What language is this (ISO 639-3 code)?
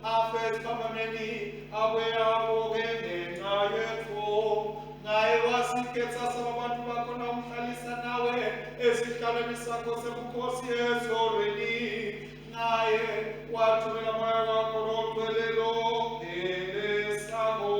ssw